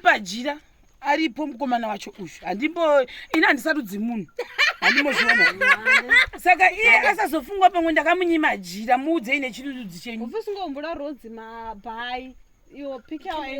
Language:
Shona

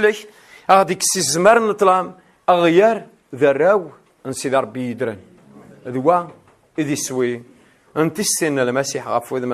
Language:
Kabyle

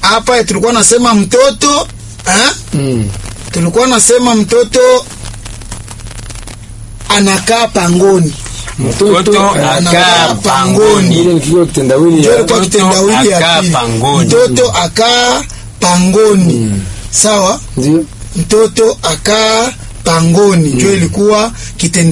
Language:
Swahili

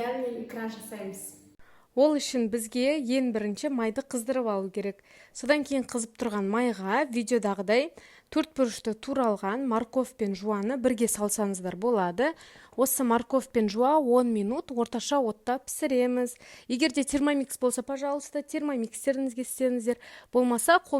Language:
Kazakh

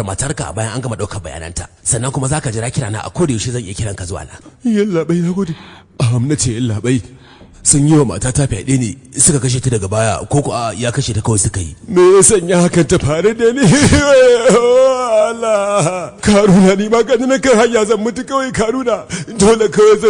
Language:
Hausa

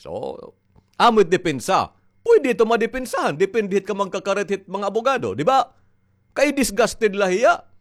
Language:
Waray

